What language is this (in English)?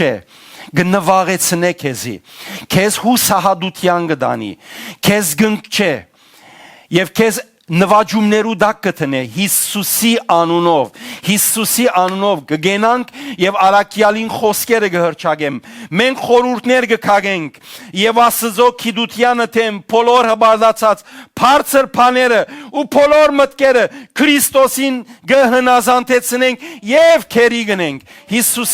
Western Armenian